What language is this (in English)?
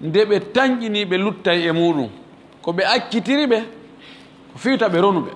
Fula